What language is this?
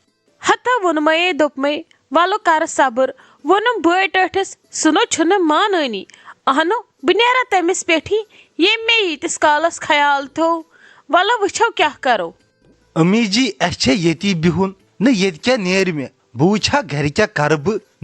Kashmiri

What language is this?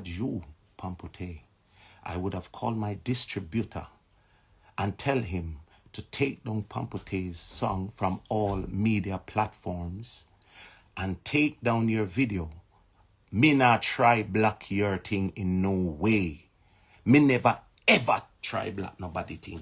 Jamaican Creole English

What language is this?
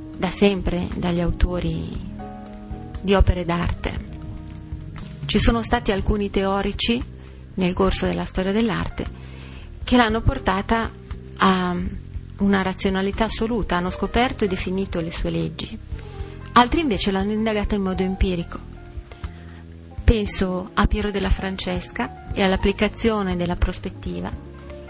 Italian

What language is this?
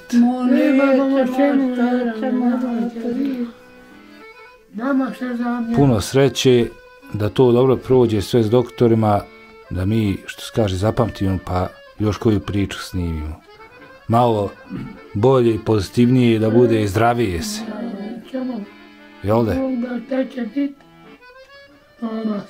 Bosnian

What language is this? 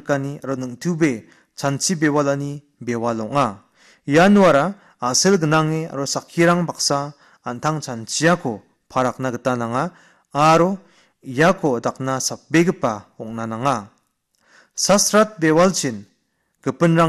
Garo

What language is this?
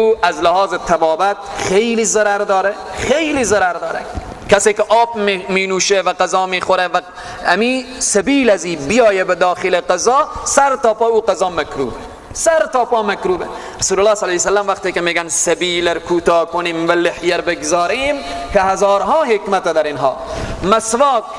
Persian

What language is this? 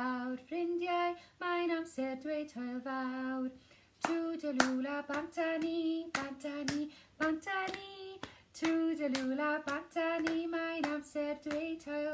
Welsh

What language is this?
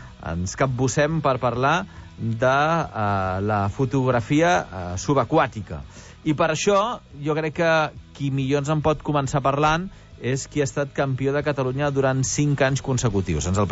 Catalan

